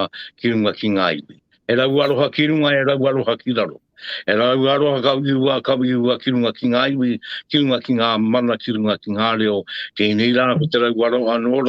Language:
Māori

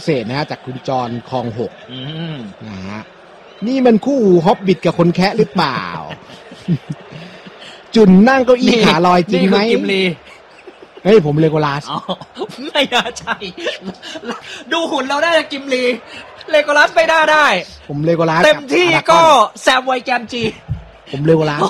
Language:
Thai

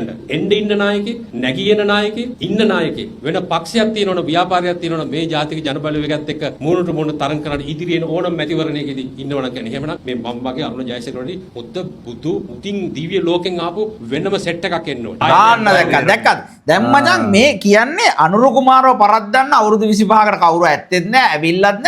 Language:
Sinhala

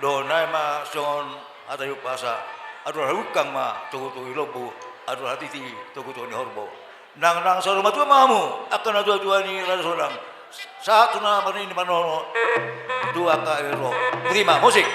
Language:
Batak Toba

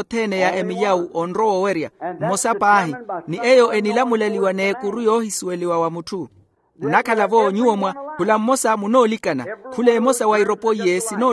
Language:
Makhuwa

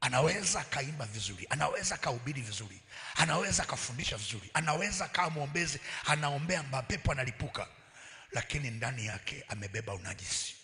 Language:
Swahili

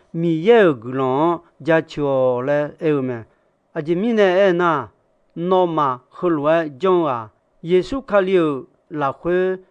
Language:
Akha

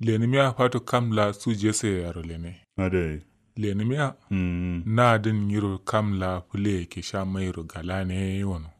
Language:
Kanuri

